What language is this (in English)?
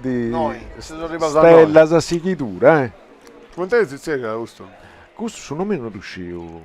Sardinian